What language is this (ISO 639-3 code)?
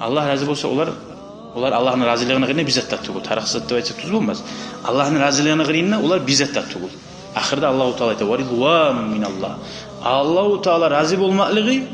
kum